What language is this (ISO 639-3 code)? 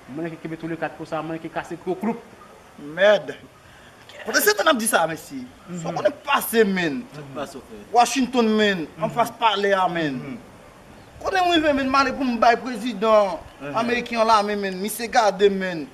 hat